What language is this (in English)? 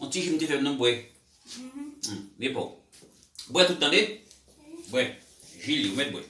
Haitian Creole